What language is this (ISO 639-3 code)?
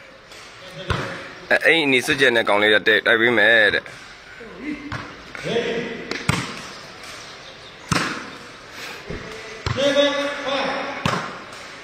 mya